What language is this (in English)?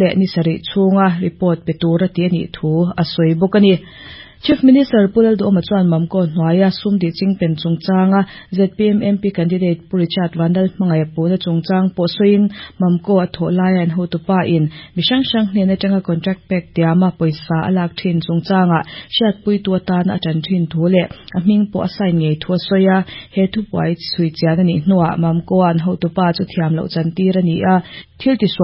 Mizo